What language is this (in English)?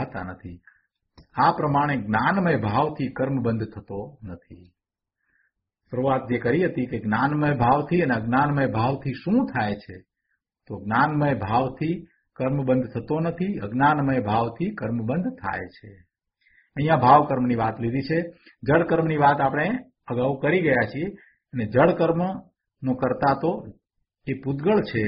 Gujarati